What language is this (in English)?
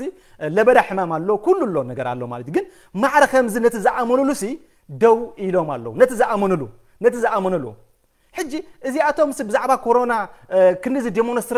Tigrinya